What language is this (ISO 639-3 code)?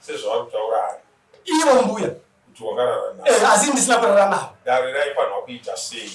sna